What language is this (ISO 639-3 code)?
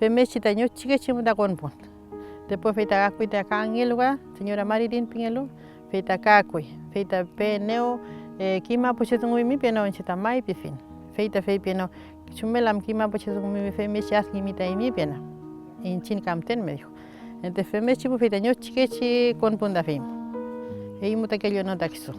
arn